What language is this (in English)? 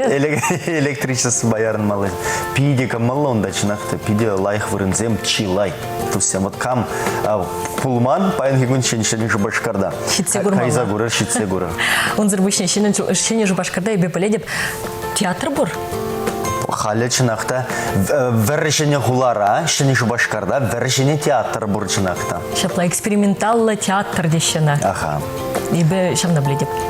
Chuvash